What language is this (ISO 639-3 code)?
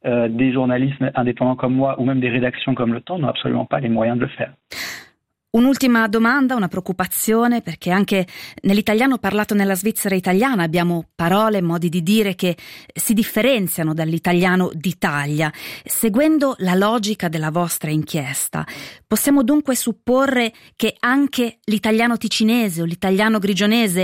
ita